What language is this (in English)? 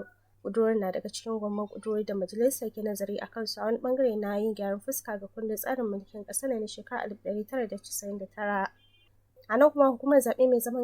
Hausa